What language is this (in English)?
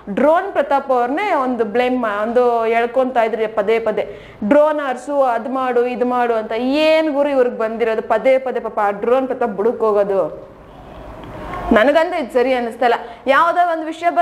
Kannada